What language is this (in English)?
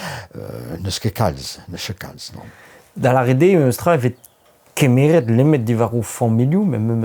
Breton